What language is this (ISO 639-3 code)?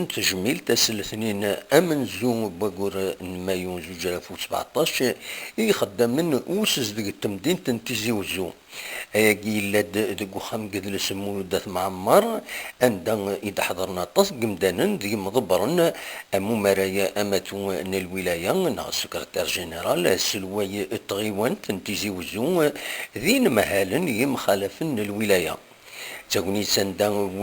kab